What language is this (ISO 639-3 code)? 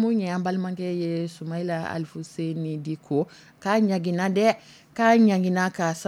dyu